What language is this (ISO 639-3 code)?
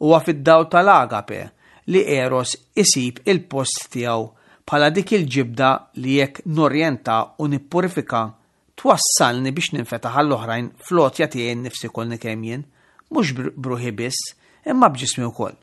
mlt